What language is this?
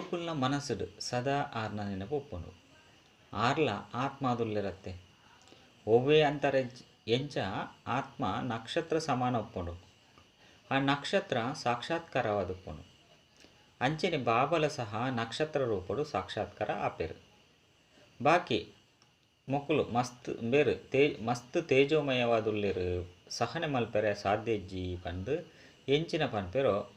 Tulu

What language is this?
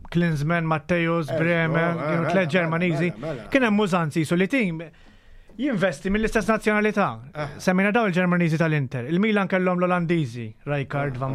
Maltese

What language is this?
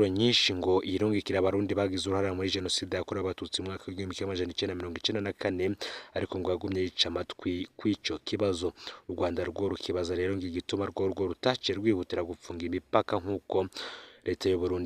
Rundi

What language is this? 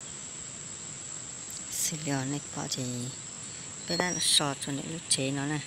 Hmong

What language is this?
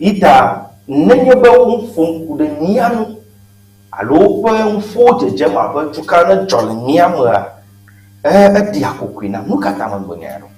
Ewe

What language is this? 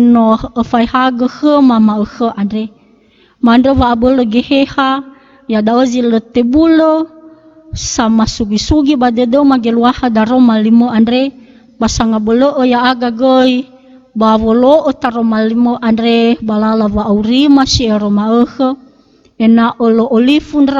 Nias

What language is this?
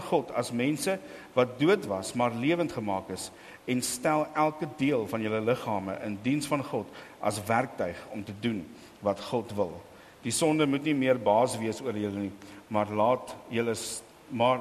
Afrikaans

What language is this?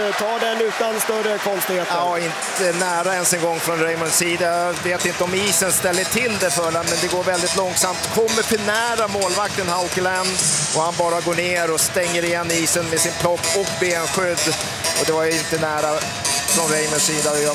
Swedish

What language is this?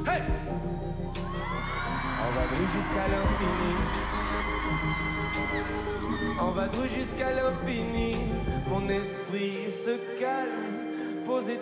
French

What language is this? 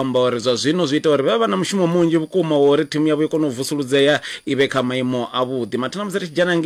Venda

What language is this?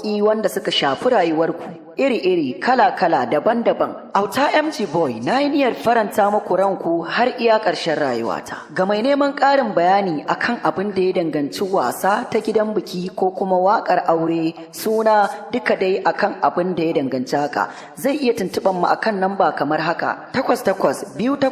Hausa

